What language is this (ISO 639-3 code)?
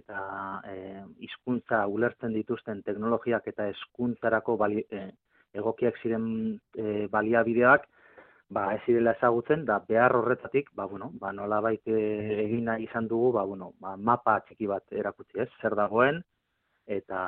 eus